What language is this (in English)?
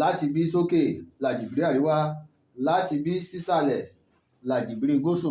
Yoruba